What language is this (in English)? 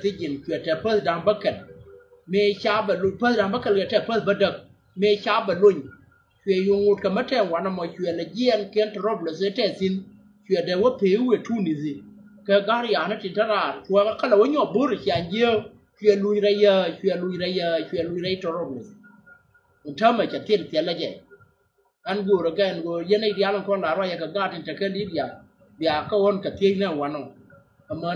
Nuer